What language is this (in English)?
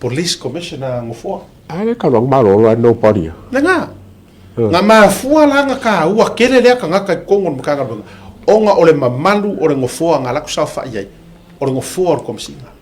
Samoan